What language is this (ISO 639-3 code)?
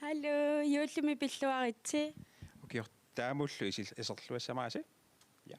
kal